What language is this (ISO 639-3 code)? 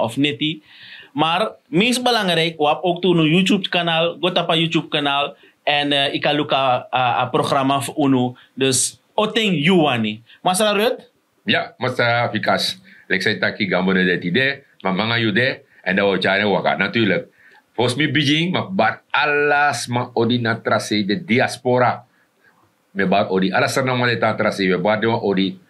srn